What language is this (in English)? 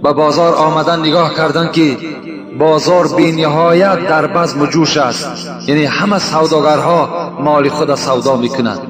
Tajik